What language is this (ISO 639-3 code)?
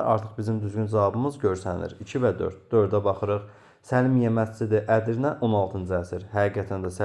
aze